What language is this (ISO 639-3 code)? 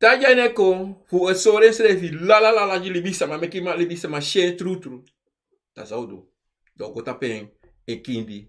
srn